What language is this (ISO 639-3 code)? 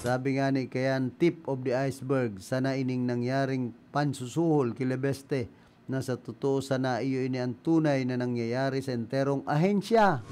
bik